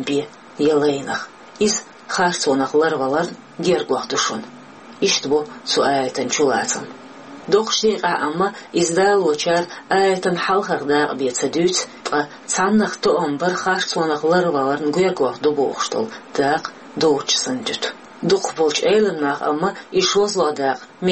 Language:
Chechen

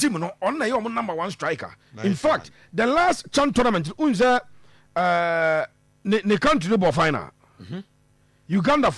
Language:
Akan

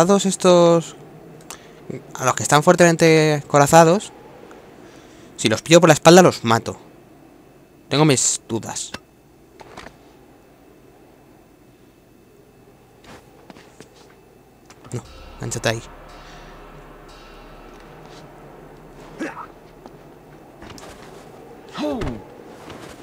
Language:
Spanish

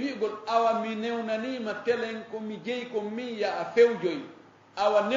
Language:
Fula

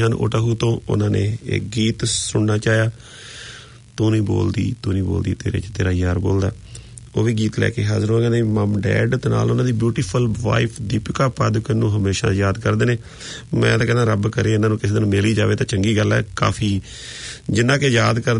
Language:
Punjabi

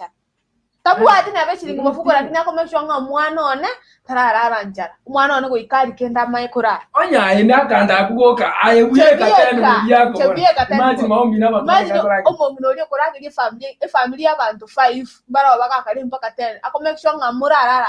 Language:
Gusii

